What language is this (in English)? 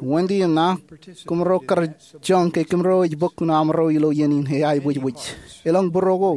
Marshallese